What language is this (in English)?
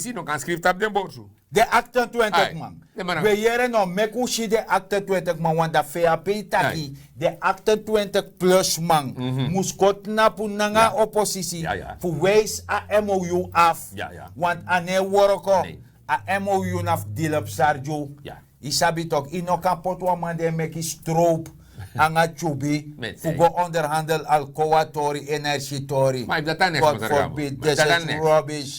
Sranan Tongo